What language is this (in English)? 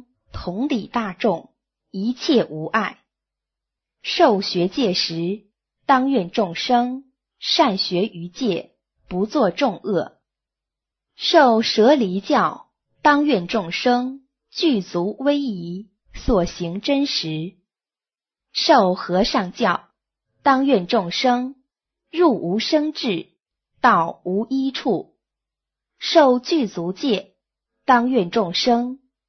Chinese